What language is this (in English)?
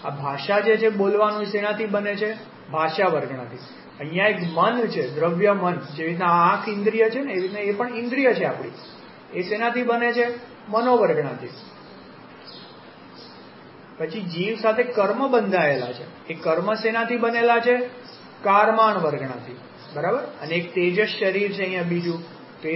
Gujarati